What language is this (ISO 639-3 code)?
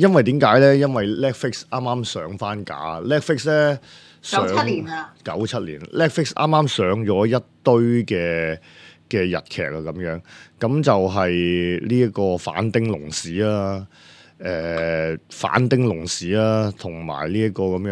yue